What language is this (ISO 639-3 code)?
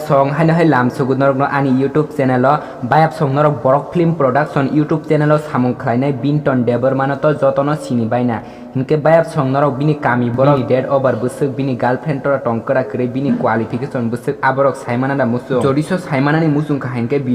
trp